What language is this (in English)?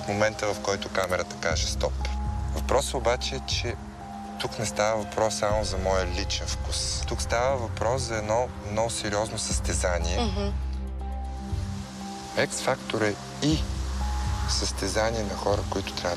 Bulgarian